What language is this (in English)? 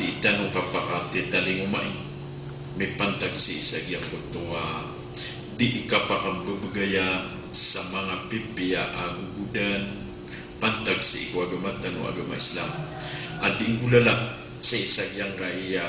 Maranao